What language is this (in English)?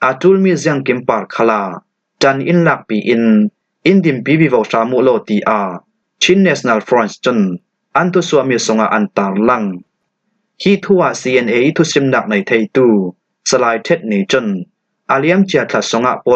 Falam Chin